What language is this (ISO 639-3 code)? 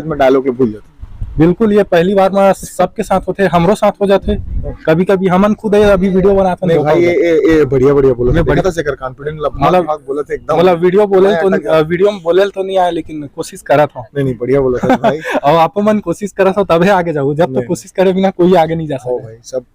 hne